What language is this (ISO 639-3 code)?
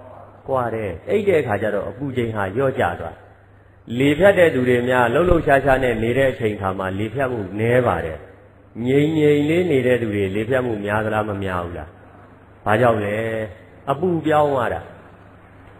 mya